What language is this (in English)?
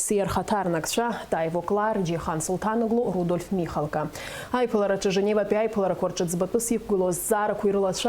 Abkhazian